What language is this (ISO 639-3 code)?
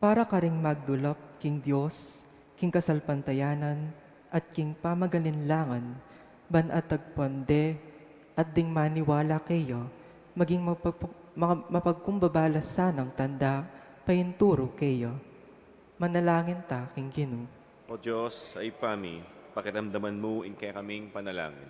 pam